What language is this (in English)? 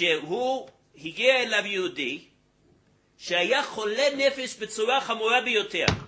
Hebrew